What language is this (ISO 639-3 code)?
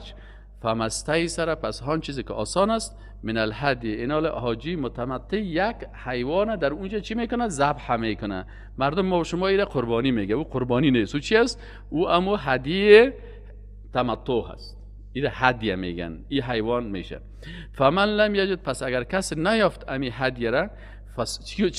fas